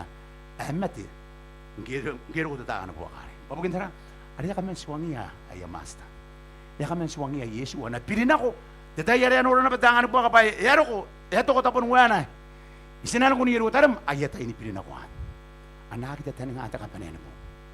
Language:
Gilbertese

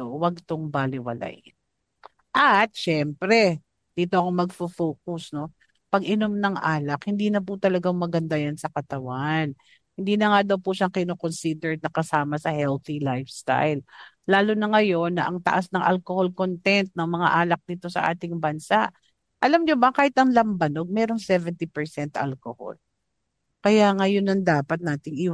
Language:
Filipino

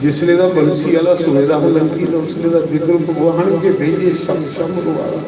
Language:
Dogri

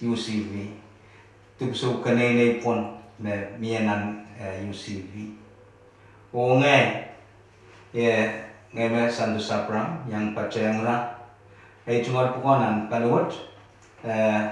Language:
Pohnpeian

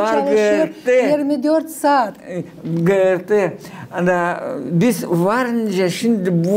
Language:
Gagauz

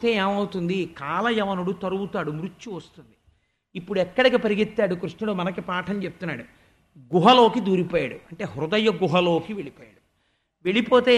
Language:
Telugu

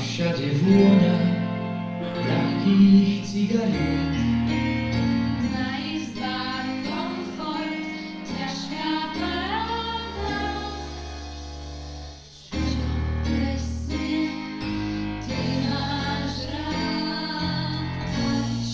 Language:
Slovak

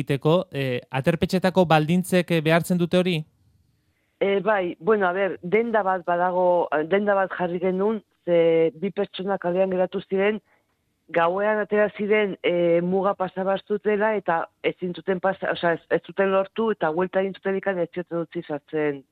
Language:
Basque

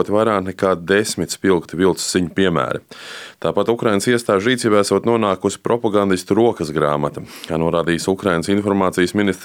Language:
Latvian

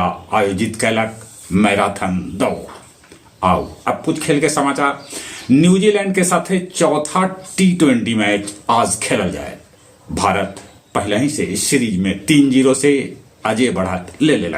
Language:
Magahi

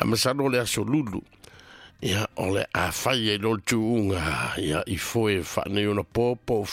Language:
Samoan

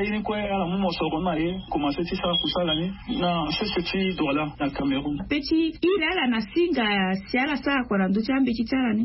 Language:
Sango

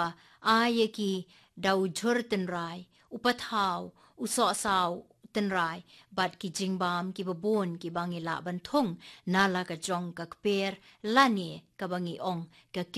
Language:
Khasi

